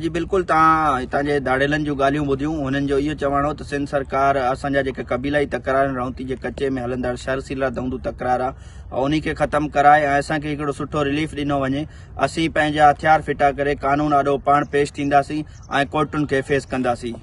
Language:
Sindhi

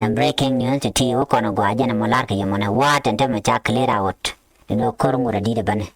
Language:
Nuer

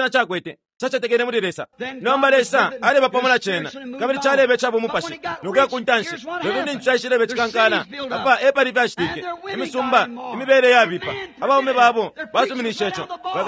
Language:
Bemba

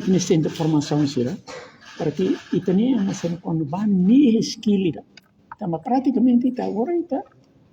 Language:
Tetum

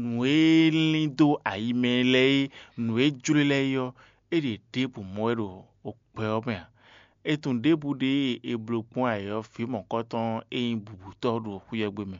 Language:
Fon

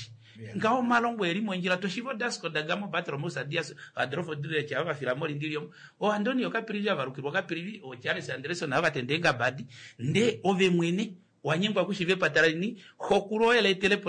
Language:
Kuanyama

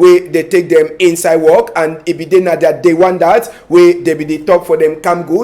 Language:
Cameroon Pidgin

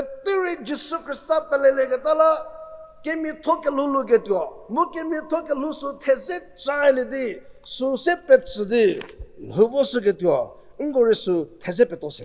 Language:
Angami Naga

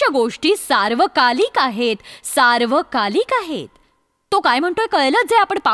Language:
Marathi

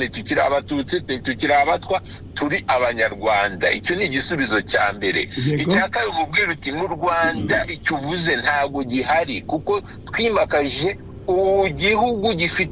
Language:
Kinyarwanda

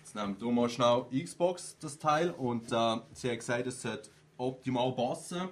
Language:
Swiss German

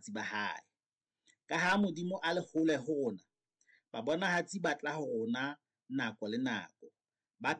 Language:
Southern Sotho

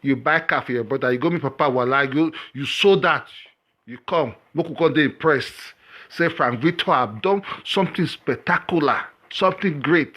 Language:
Nigerian Pidgin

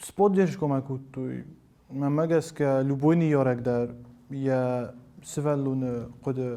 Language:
Ossetic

